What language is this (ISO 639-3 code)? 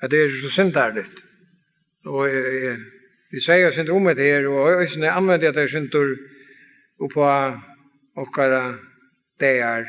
fao